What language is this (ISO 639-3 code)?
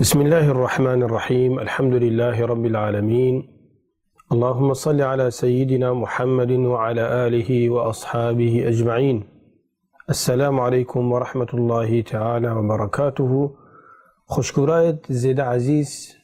kur